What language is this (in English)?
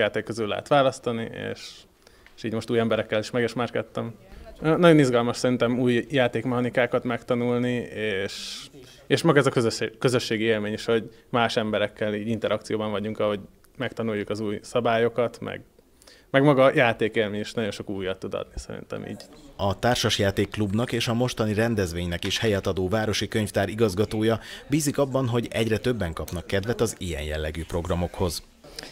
Hungarian